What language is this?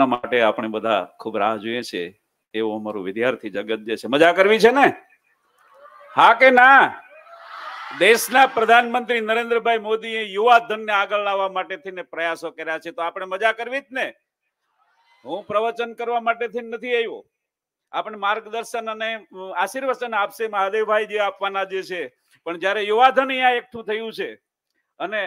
Gujarati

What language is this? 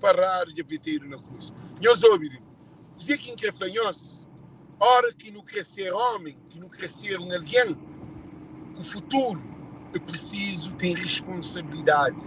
Kabuverdianu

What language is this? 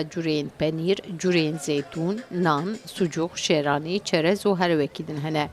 Kurdish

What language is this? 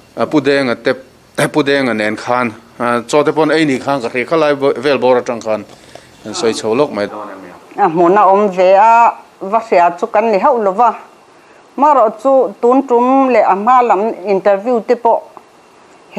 Mizo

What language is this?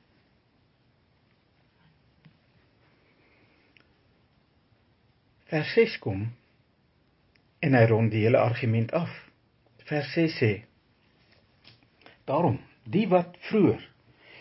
Afrikaans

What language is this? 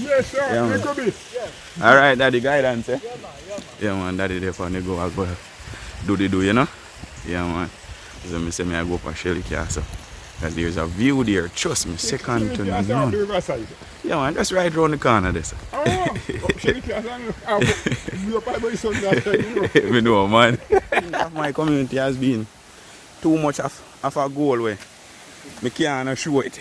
Jamaican Creole English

